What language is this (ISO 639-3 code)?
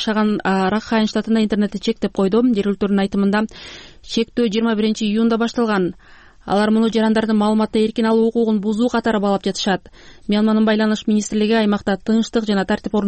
kir